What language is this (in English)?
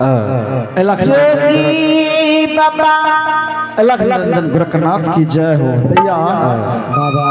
Angika